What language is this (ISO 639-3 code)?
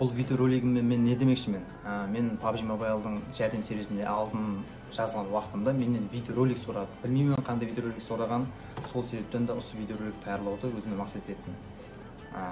kaa